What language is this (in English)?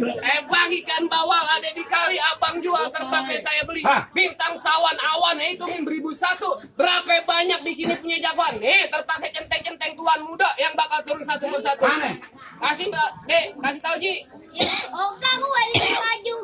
Betawi